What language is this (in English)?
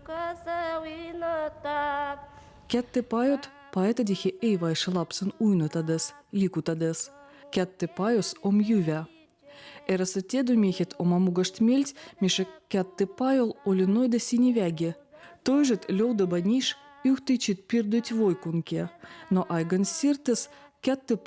Veps